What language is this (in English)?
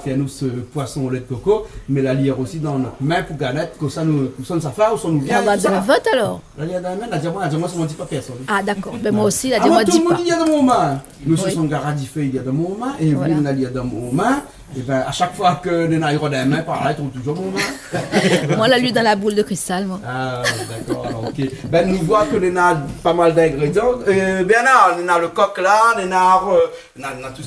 Réunion Creole French